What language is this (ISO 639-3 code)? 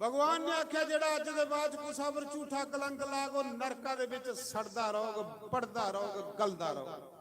doi